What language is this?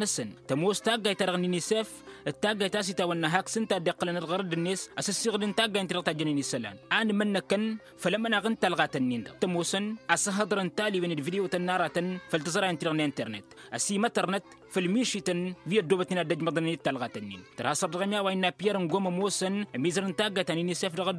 Tamasheq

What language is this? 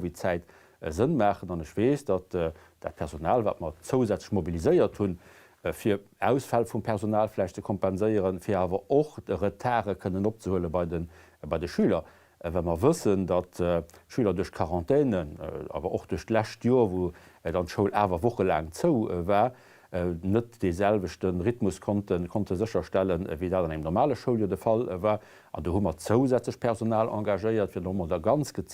Luxembourgish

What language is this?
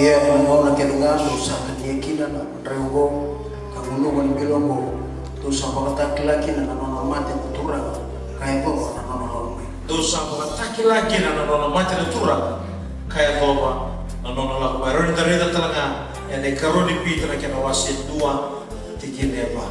Fijian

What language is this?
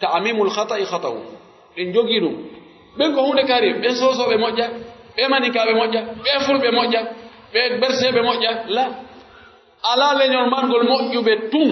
Pular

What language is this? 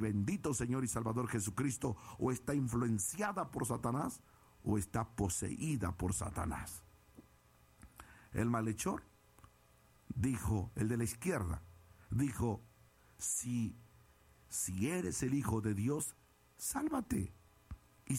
Spanish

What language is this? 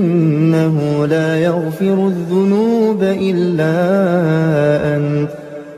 Arabic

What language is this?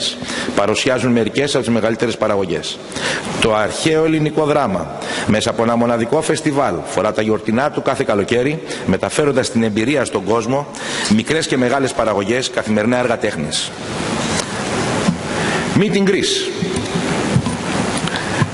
Greek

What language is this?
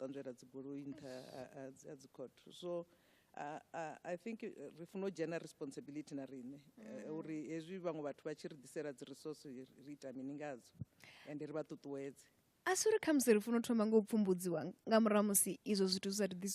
Venda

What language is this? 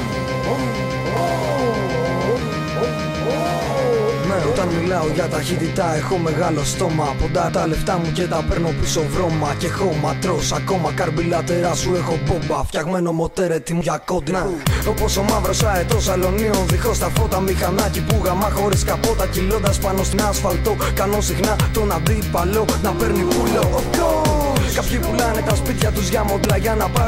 Greek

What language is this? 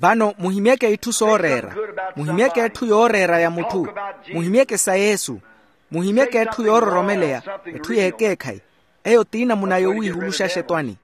Makhuwa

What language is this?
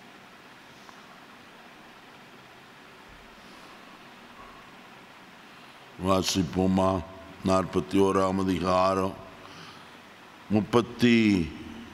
Tamil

